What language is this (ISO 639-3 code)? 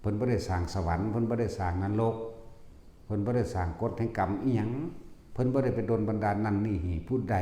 tts